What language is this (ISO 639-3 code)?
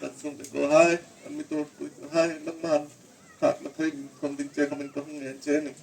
hmr